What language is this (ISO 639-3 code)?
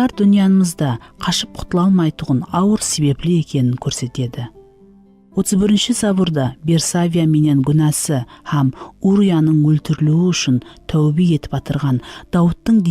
kaa